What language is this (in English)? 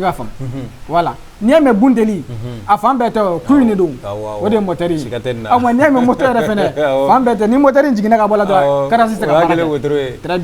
Bambara